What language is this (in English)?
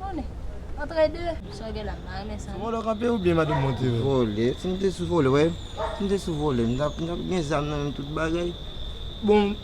Haitian Creole